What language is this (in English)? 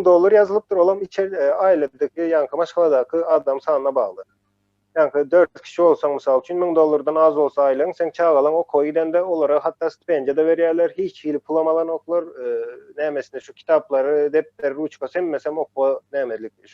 Turkmen